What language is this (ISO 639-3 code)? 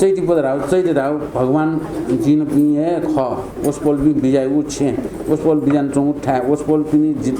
new